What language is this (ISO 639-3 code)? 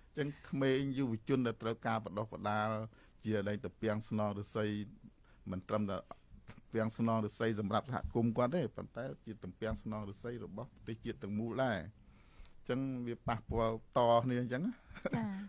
khm